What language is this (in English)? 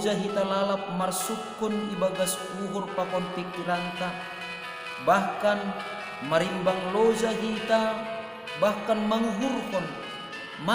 Batak Simalungun